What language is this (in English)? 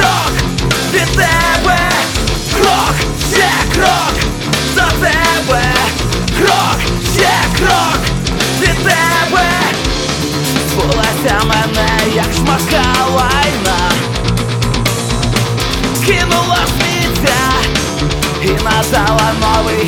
Ukrainian